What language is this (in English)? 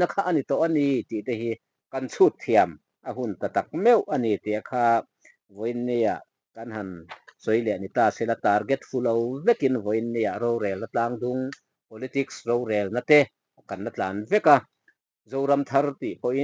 Mizo